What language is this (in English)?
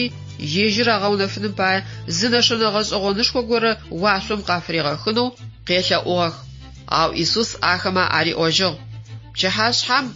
Adyghe